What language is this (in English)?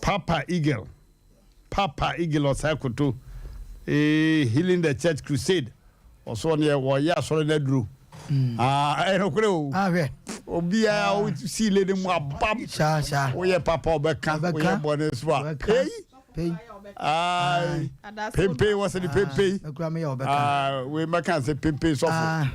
Akan